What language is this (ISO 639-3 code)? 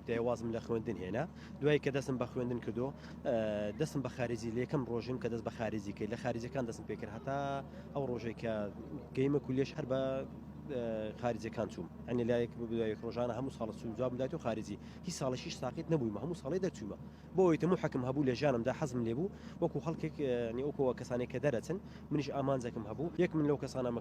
ckb